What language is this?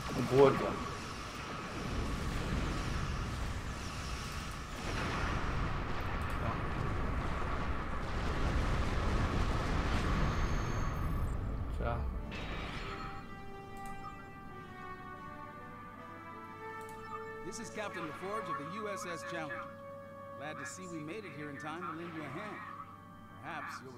Danish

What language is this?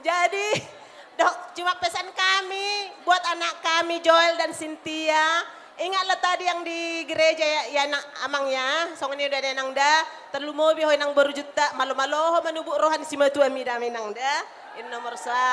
Batak Toba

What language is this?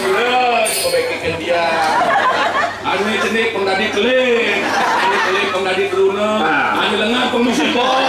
Balinese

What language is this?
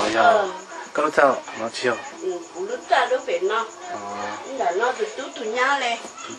Hmong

